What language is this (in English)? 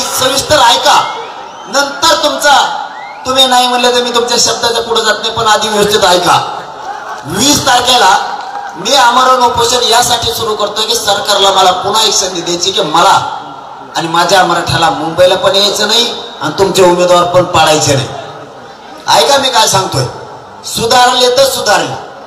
Marathi